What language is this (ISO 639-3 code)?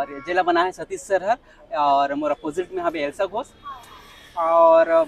hne